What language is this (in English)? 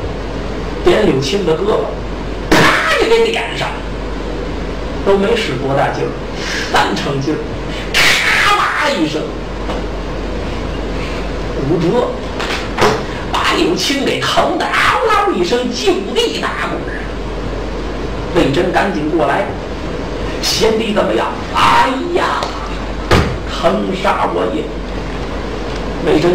Chinese